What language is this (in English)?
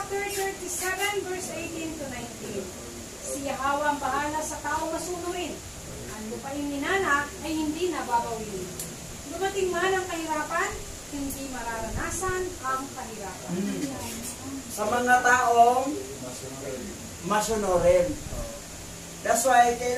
Filipino